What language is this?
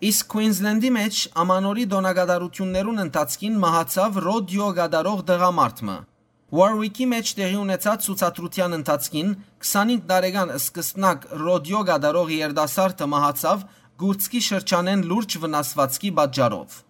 Western Armenian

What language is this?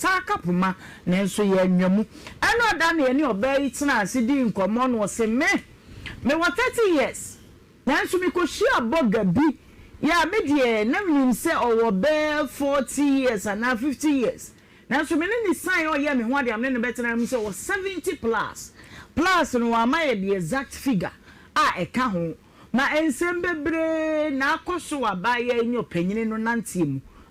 Akan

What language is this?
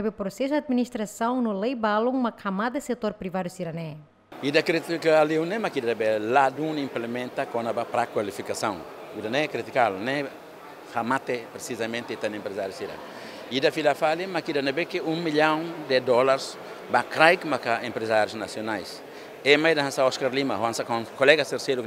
Tetum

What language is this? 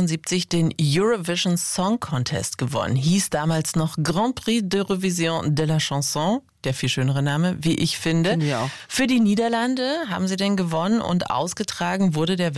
German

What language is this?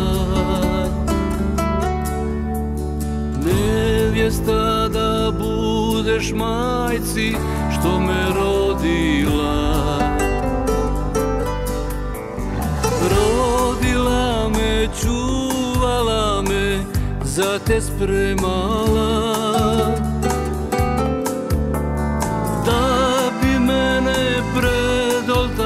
Croatian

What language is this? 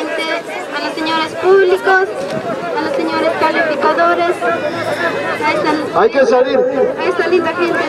Spanish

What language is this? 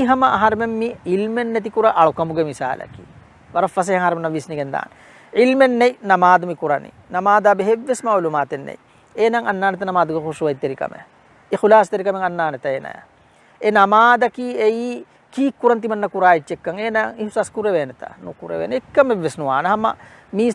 Divehi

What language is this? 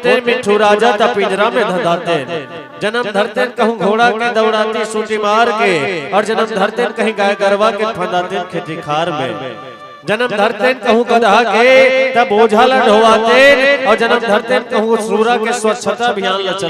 Chhattisgarhi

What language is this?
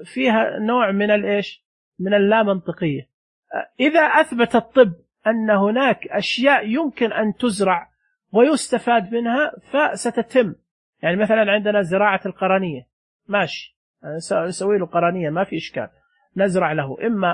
Najdi Arabic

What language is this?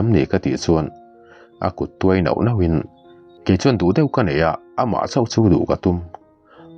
Mizo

